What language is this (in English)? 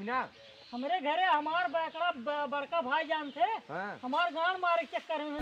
Awadhi